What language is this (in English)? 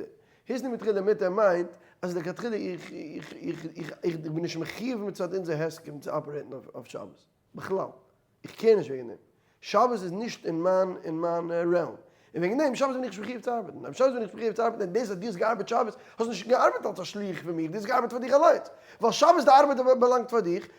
Yiddish